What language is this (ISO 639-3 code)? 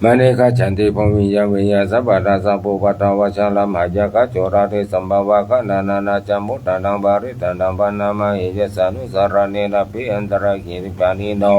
pli